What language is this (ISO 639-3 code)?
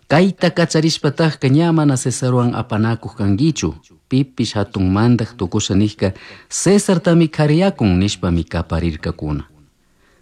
qug